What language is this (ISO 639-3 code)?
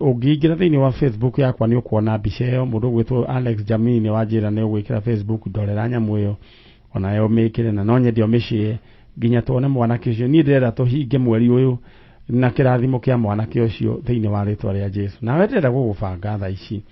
kik